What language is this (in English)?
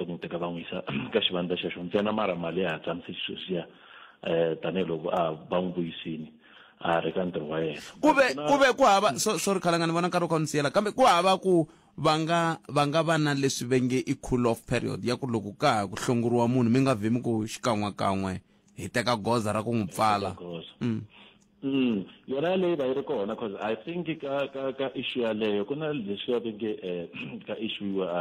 Tsonga